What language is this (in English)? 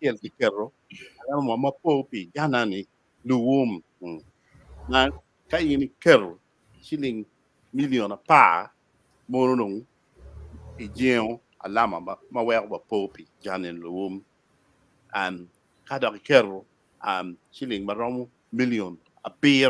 Acoli